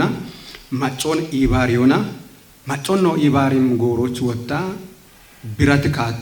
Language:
Kafa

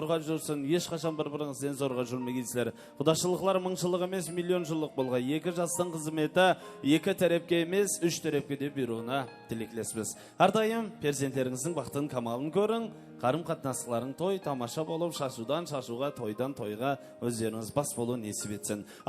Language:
Kara-Kalpak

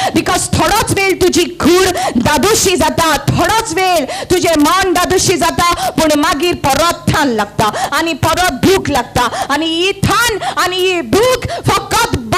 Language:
Konkani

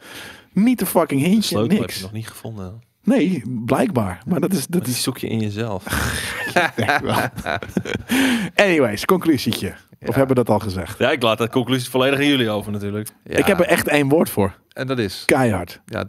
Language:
Dutch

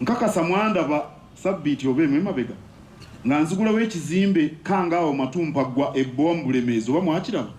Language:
Ganda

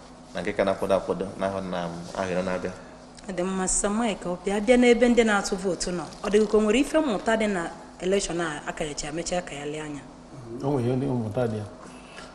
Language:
Igbo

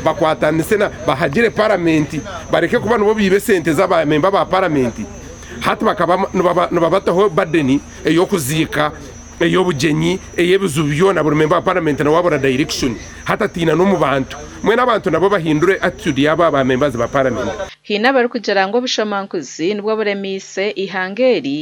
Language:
Nyankole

